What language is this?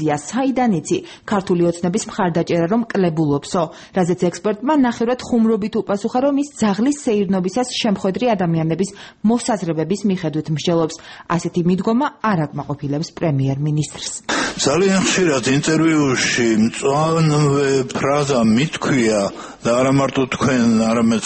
Georgian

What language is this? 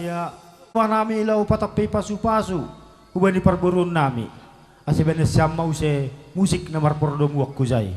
Batak Simalungun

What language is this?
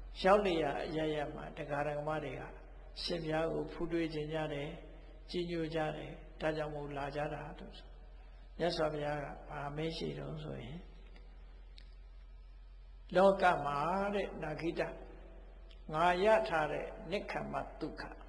Burmese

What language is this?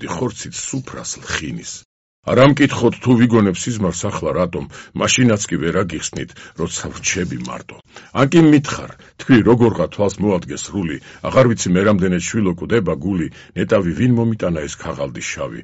Georgian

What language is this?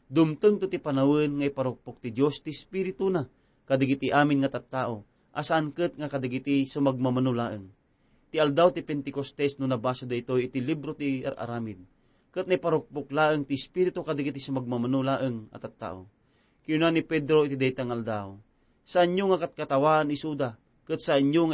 Iloko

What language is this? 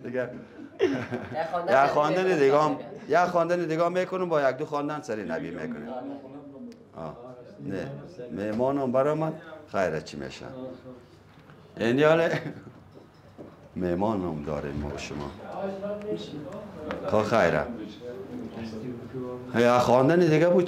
Persian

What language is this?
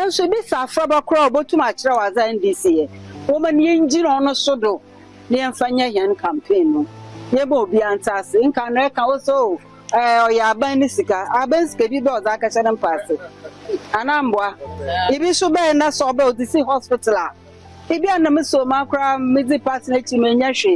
Akan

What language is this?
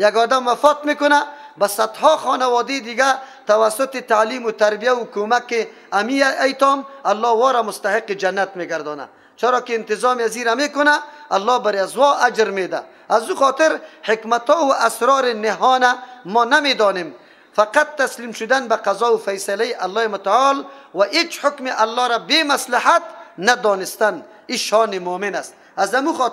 Persian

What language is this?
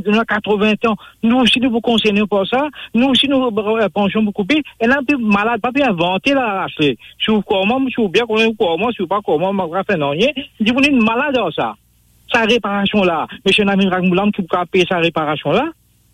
Morisyen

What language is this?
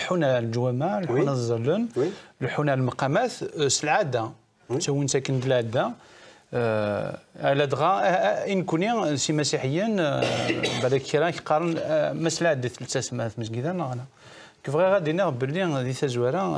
Kabyle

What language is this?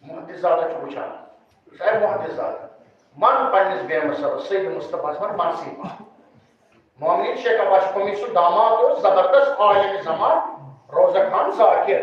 Kashmiri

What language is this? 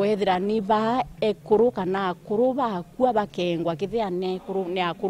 Meru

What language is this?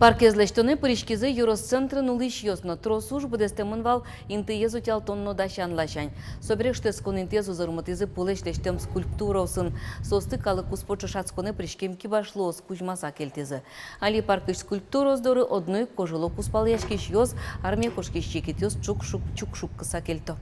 Udmurt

